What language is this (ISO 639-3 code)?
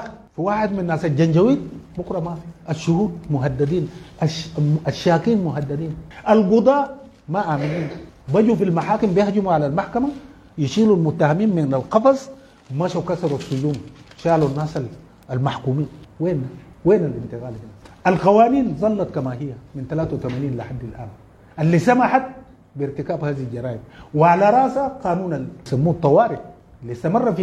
apd